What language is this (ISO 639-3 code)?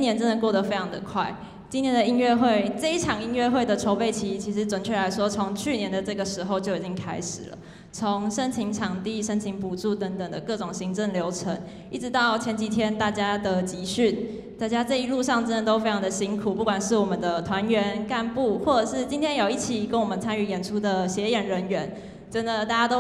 zho